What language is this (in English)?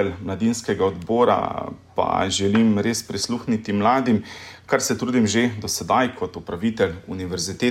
Slovenian